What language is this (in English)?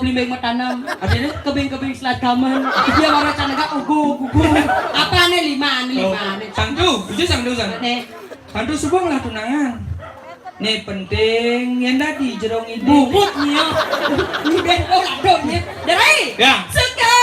Balinese